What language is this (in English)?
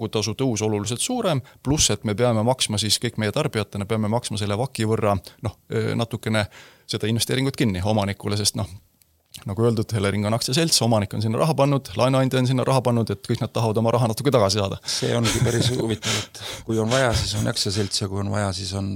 Estonian